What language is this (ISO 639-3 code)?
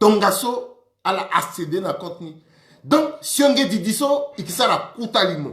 sag